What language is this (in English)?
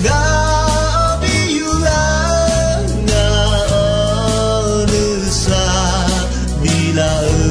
Akha